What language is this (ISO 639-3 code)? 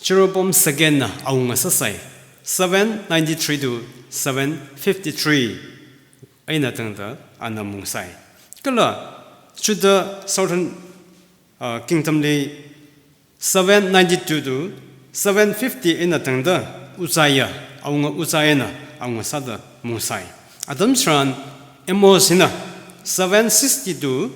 nmf